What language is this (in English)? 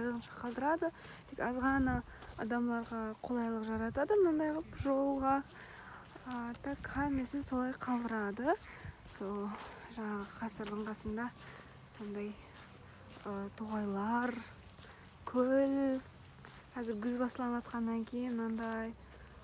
Kara-Kalpak